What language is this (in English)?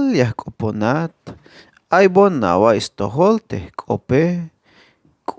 Tzeltal